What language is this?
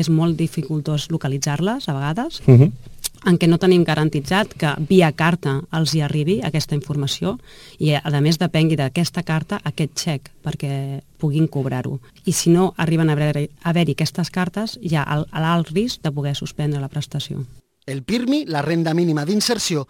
Catalan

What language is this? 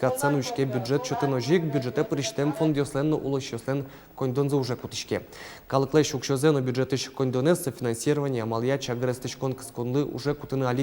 Udmurt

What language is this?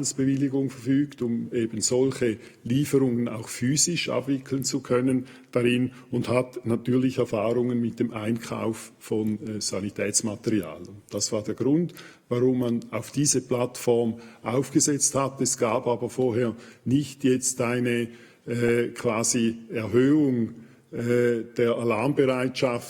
Swiss German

